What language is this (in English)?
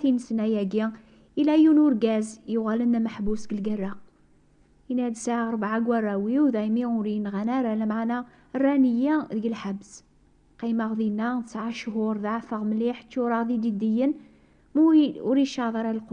Kabyle